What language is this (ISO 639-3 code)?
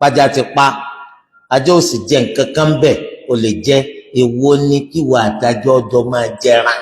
yor